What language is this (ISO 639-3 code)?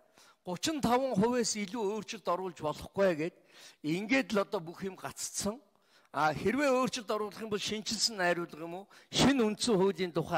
mon